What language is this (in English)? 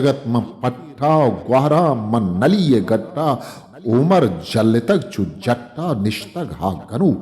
Eastern Balochi